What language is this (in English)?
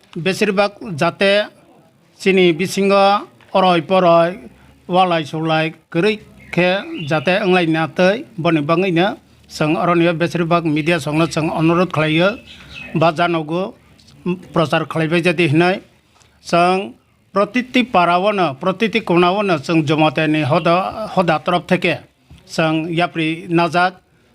Kok Borok